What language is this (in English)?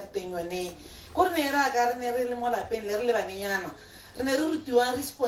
Tswana